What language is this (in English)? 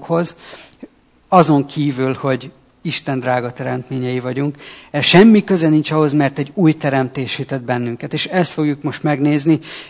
Hungarian